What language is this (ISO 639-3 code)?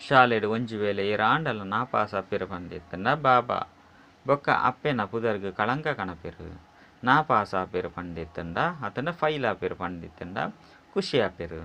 tcy